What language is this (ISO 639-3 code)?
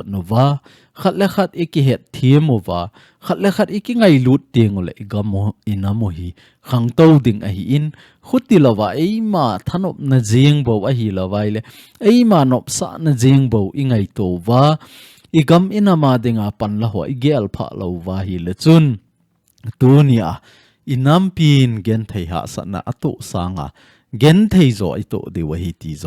tcz